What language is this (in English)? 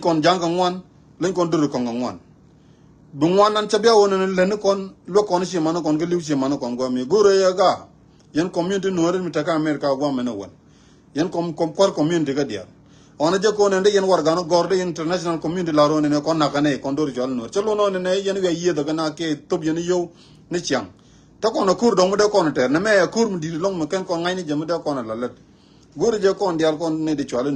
Nuer